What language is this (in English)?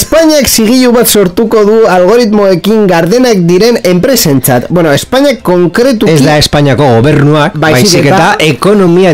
Basque